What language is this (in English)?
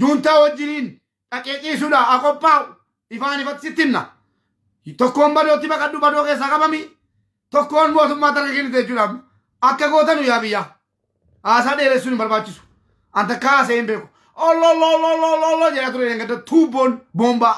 Oromo